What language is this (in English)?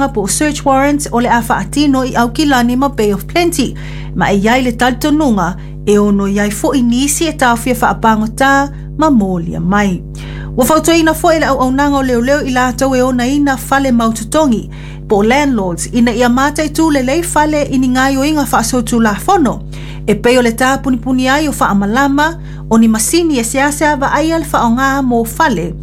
Samoan